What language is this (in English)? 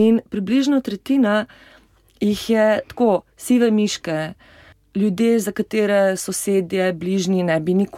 Slovenian